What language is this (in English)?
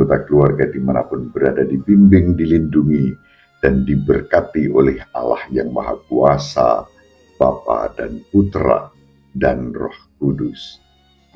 Indonesian